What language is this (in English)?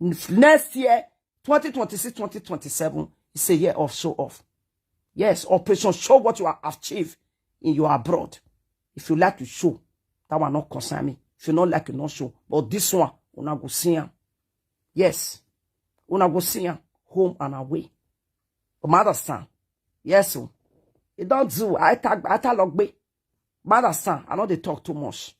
Nigerian Pidgin